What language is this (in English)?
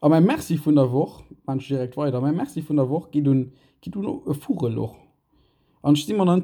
Luxembourgish